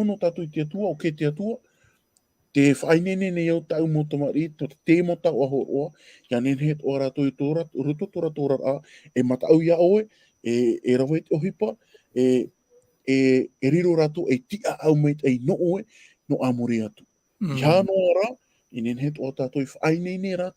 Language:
Tahitian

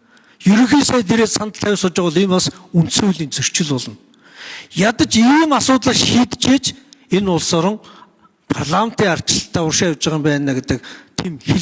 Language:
Mongolian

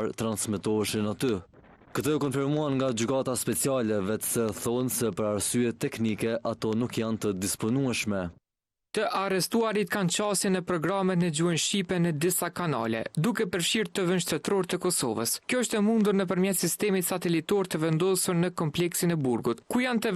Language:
Albanian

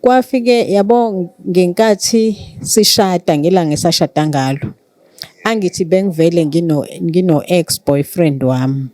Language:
Zulu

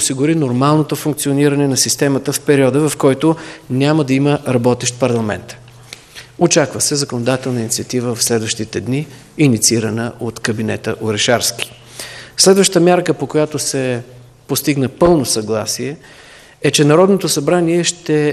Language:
Bulgarian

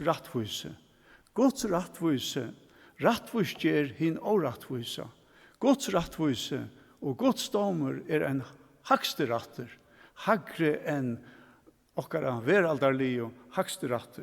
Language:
Faroese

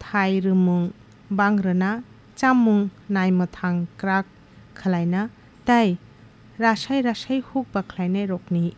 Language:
Kok Borok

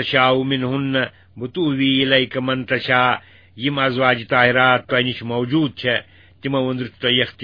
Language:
Kashmiri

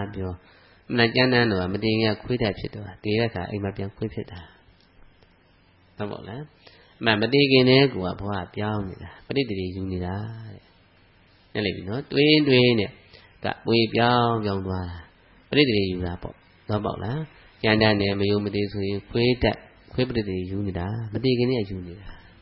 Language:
Burmese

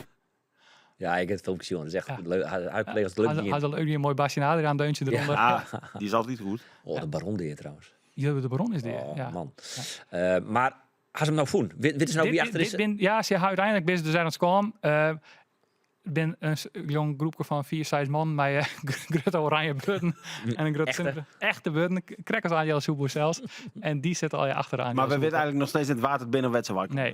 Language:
Western Frisian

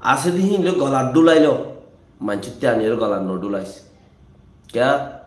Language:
Rohingya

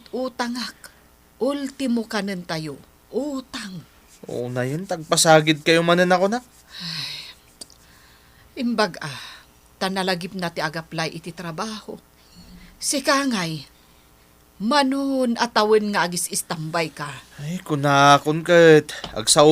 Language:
Iloko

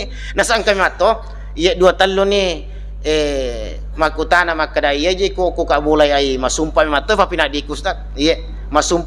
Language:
Buginese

